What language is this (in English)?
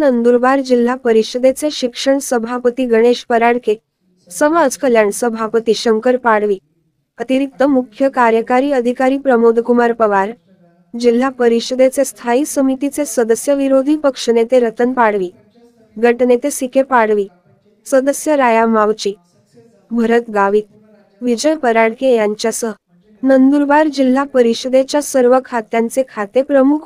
Marathi